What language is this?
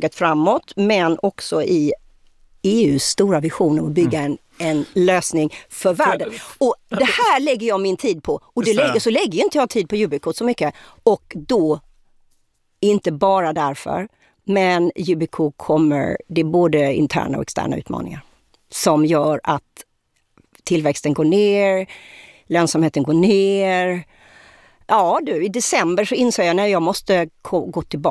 Swedish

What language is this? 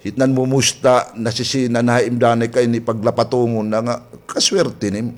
Waray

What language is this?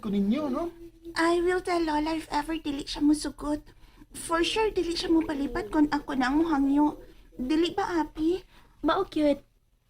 Cebuano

